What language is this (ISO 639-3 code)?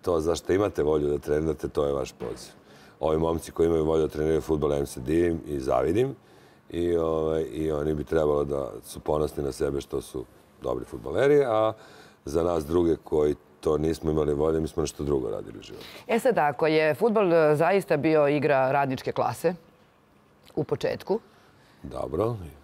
srp